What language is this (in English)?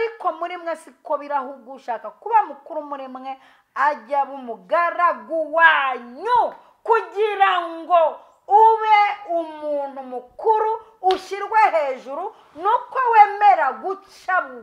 Kinyarwanda